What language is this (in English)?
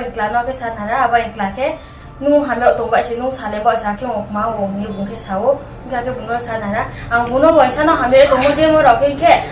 Riang (India)